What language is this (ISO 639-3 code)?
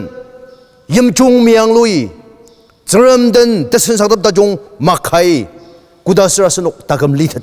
njo